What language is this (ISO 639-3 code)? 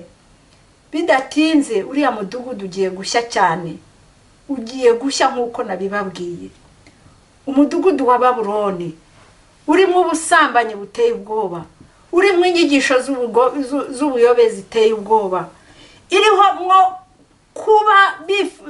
kin